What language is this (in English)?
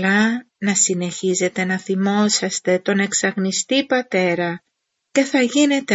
Greek